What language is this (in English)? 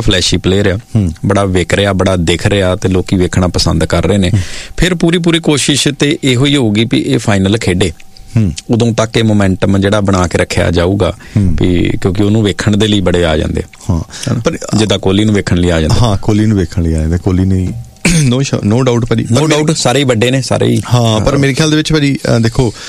Punjabi